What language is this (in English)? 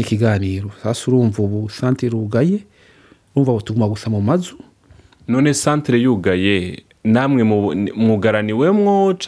Rundi